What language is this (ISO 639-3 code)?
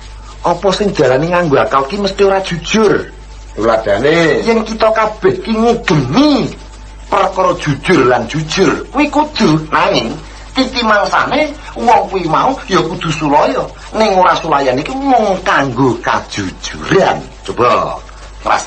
jav